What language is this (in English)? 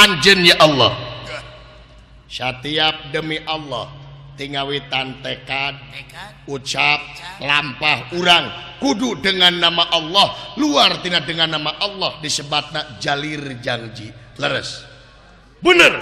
Sundanese